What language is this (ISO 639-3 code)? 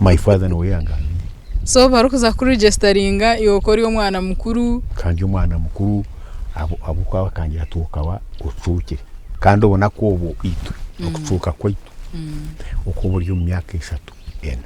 nyn